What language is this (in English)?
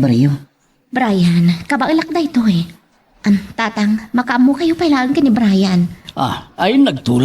Iloko